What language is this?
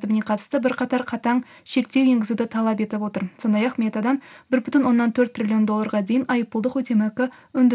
Kazakh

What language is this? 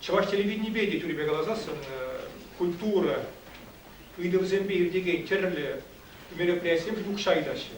Chuvash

